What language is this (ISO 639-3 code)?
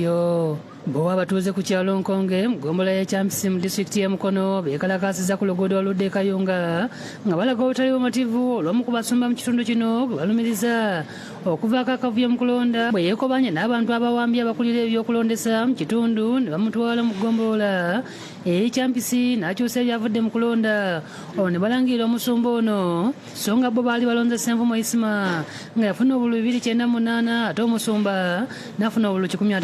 lug